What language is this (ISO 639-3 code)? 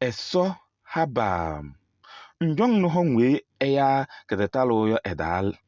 kbp